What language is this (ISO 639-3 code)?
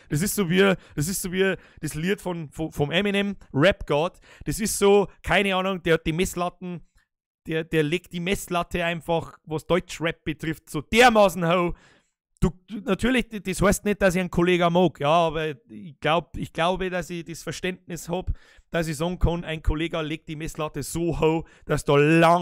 bar